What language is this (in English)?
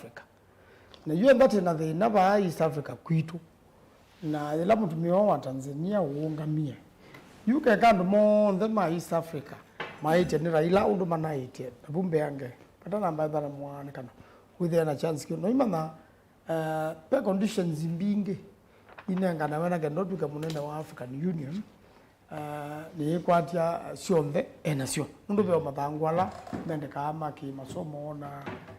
Kamba